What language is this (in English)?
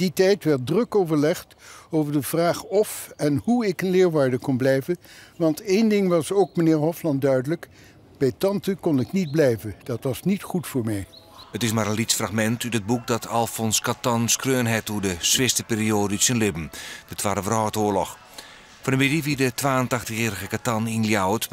Western Frisian